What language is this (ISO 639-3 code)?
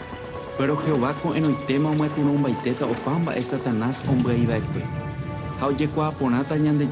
grn